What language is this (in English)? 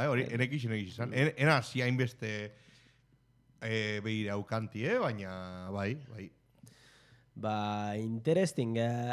Basque